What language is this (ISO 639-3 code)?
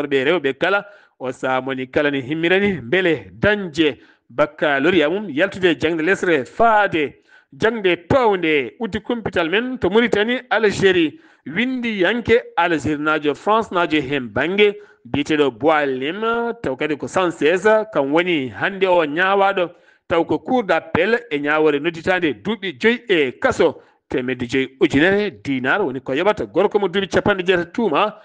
ful